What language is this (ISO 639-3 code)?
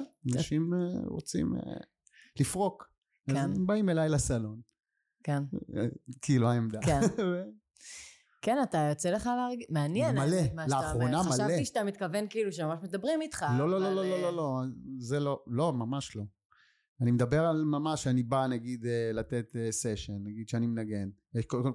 heb